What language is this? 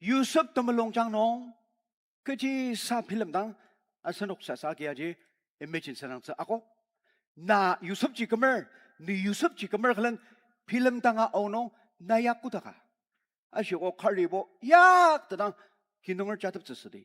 Ao Naga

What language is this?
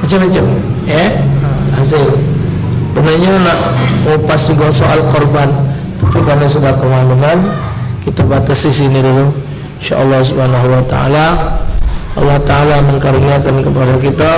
Musi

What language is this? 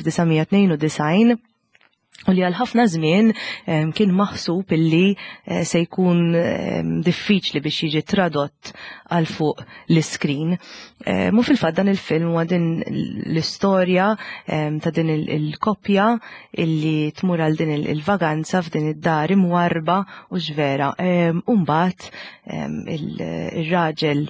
Maltese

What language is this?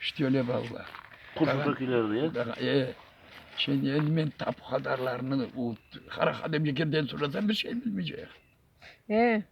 Crimean Tatar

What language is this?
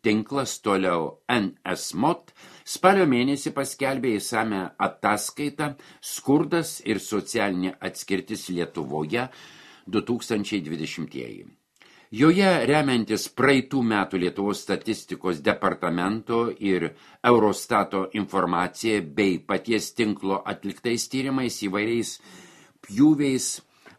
Lithuanian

